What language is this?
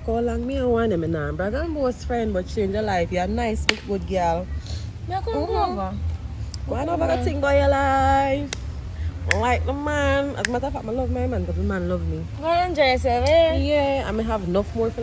Jamaican Creole English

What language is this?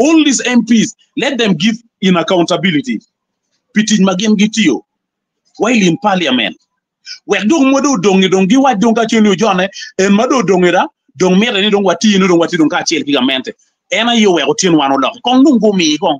Acoli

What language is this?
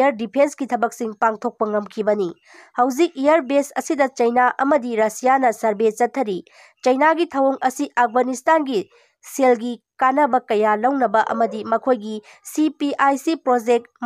Manipuri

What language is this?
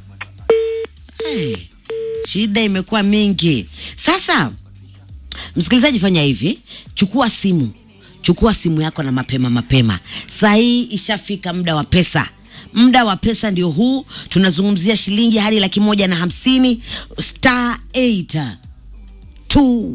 Swahili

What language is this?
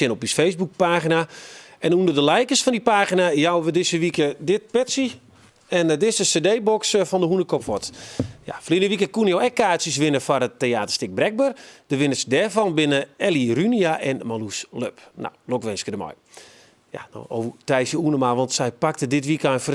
Western Frisian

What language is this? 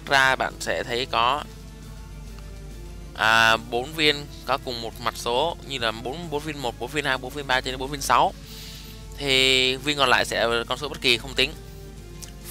Vietnamese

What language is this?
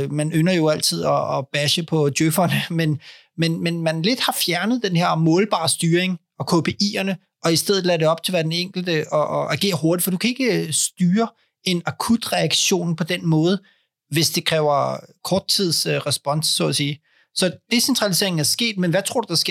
Danish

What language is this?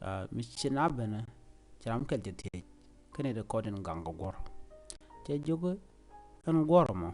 Nuer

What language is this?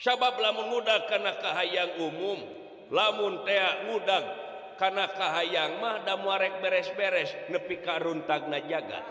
Sundanese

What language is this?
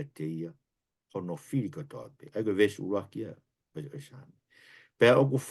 Tongan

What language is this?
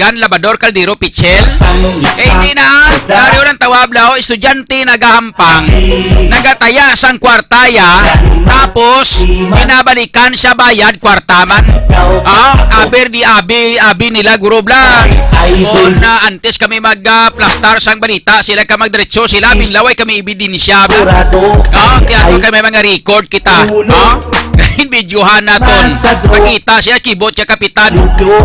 Hiligaynon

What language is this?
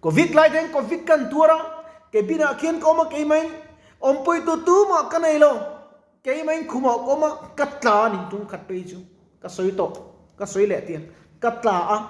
Mizo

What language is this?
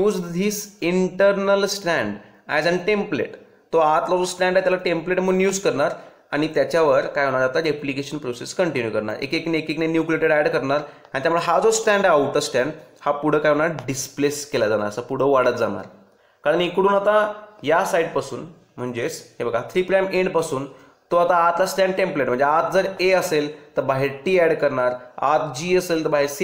Marathi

